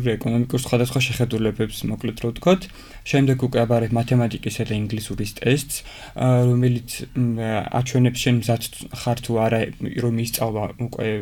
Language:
Georgian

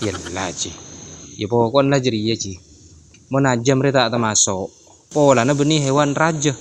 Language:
Madurese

